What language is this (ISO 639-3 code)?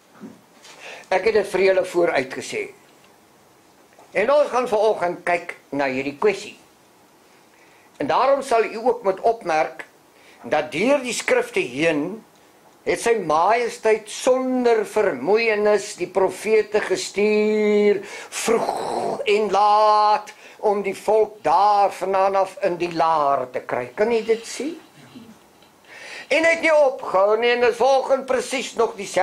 afr